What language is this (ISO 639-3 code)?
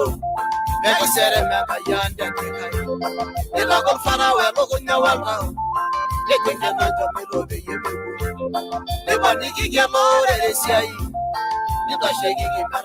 mas